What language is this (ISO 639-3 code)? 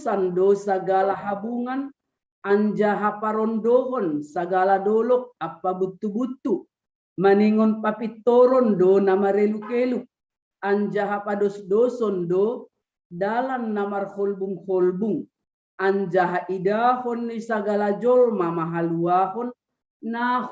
bts